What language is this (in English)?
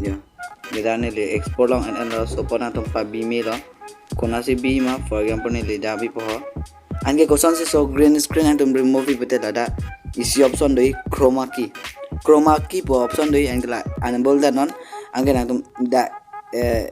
Karbi